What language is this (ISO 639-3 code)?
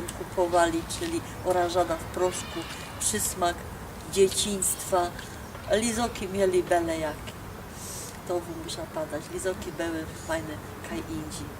szl